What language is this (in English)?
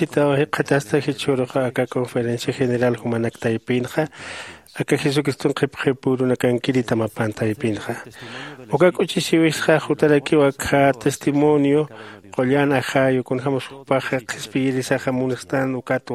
Aymara